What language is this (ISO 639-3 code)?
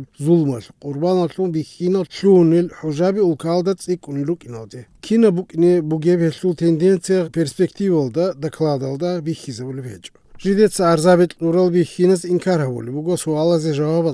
ava